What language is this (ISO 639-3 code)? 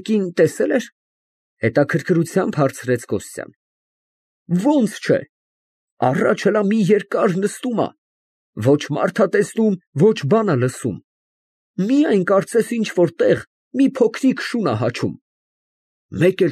hye